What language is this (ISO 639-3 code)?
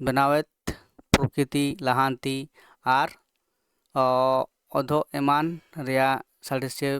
sat